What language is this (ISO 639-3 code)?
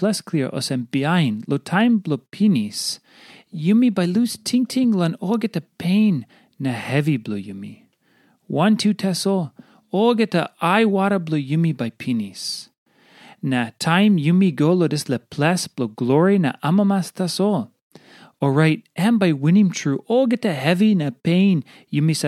tpi